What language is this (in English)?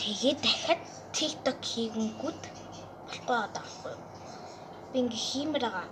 Mongolian